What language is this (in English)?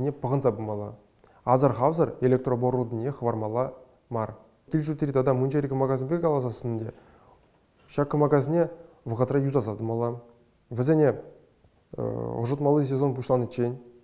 Chuvash